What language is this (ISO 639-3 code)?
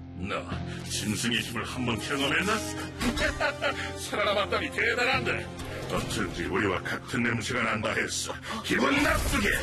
kor